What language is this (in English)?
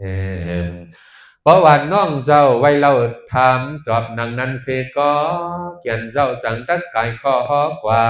Shan